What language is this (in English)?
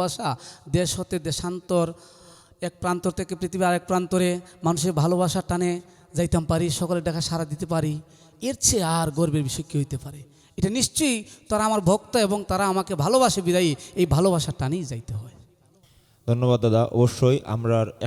Sylheti